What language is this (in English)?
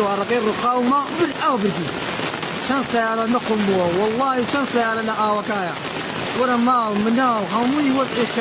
Kurdish